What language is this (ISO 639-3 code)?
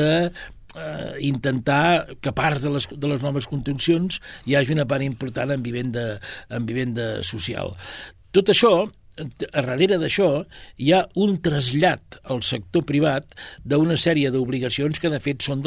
cat